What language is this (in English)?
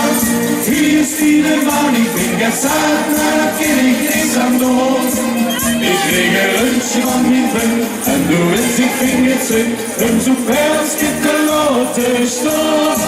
Limburgish